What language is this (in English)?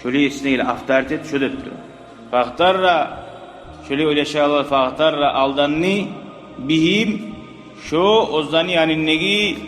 Kumyk